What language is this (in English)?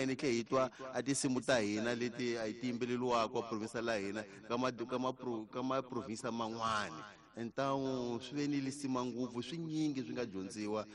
Tsonga